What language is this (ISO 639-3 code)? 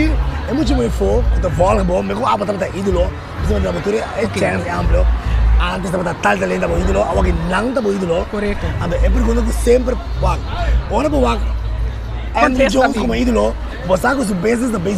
pap